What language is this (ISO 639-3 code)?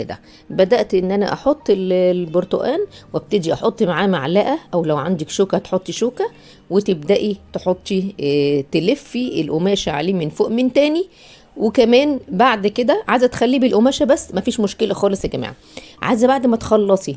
arz